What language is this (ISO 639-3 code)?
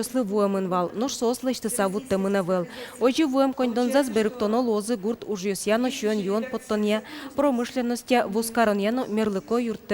udm